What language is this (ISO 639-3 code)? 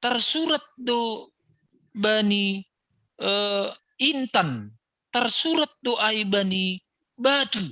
bts